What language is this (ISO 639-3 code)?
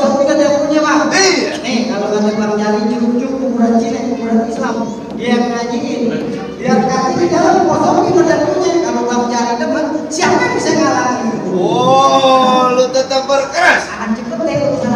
bew